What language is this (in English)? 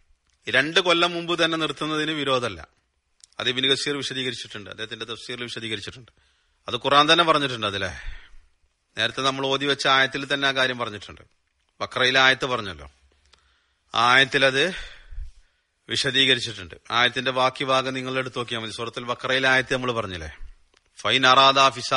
Malayalam